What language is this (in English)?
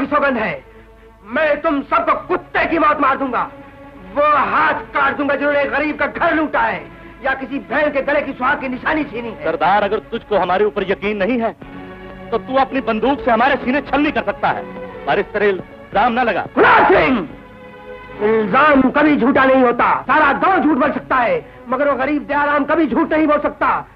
Hindi